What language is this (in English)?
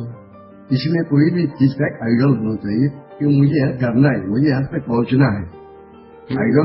Hindi